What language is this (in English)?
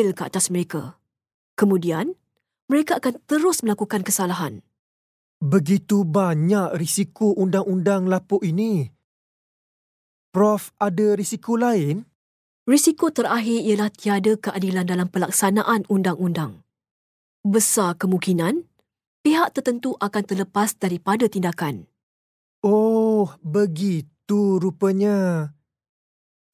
Malay